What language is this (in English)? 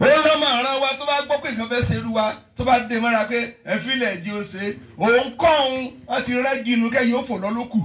Yoruba